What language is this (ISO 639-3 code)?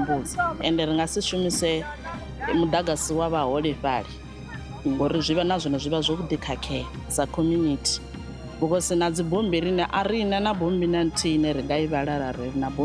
ven